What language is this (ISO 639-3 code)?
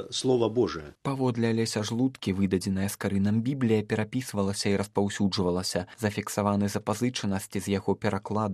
bel